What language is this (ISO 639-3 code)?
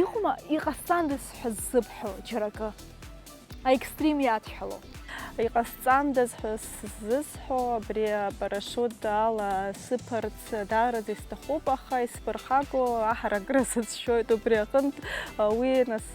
abk